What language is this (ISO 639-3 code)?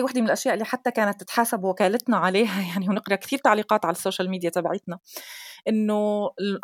apc